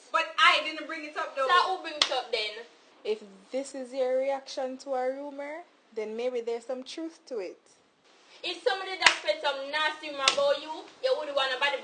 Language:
Jamaican Creole English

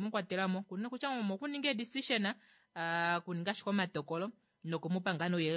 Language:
Kuanyama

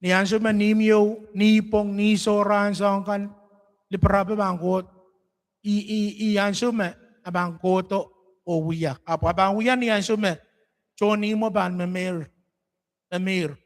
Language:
Pohnpeian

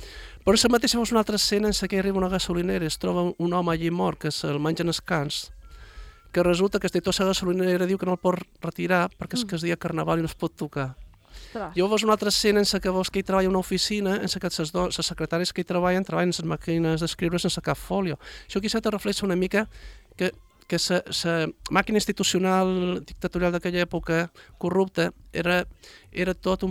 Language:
Catalan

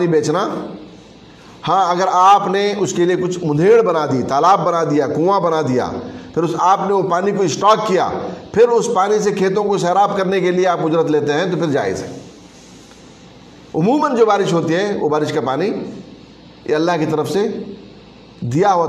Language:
Urdu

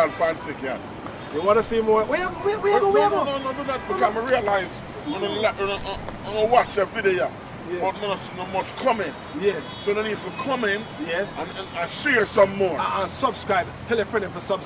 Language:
Jamaican Creole English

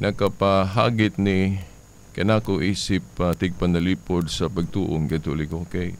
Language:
Cebuano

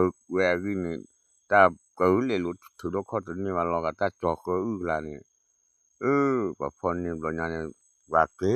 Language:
S'gaw Karen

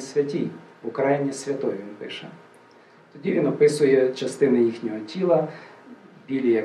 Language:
Ukrainian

